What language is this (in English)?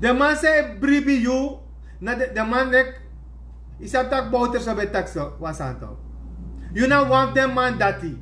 Sranan Tongo